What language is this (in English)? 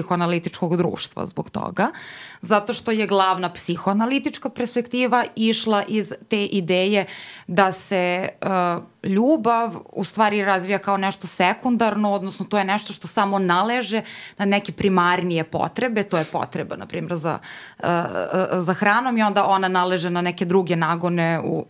Serbian